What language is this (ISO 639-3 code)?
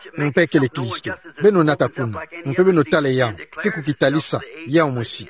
ktu